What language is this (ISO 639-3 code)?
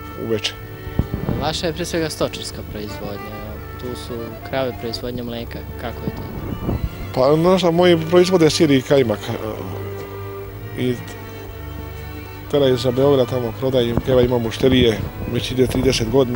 srp